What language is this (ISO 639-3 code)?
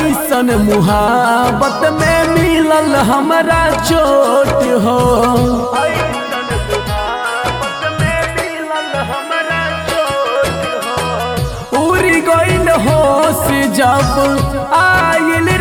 bho